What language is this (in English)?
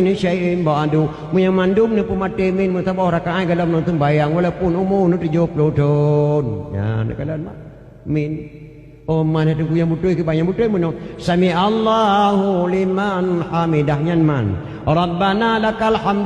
Achinese